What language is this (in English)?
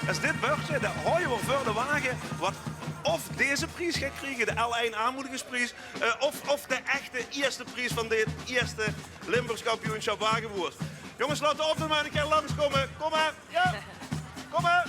Limburgish